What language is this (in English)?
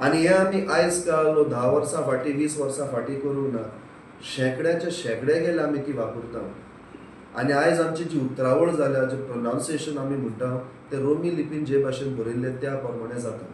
Konkani